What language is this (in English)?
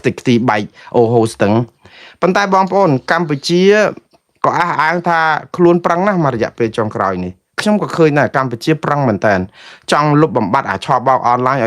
Khmer